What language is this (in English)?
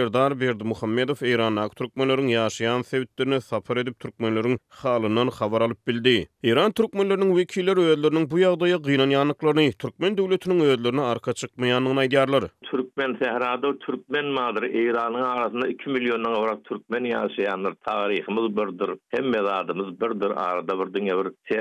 Turkmen